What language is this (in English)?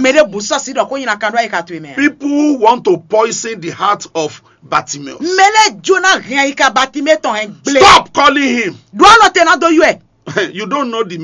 Fon